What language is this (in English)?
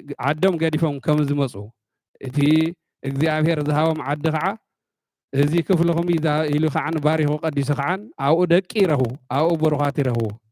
Tigrinya